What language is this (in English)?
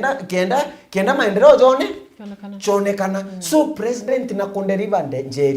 Meru